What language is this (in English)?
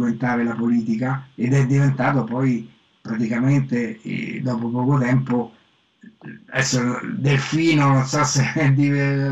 Italian